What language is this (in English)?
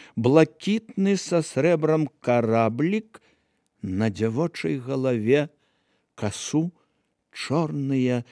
Belarusian